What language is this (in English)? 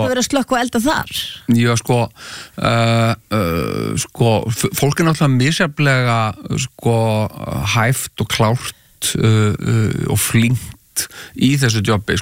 Icelandic